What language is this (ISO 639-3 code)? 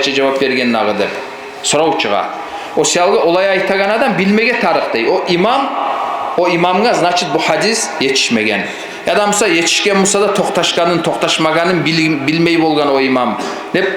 kum